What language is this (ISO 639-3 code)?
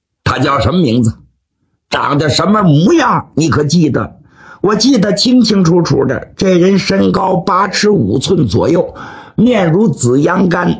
zho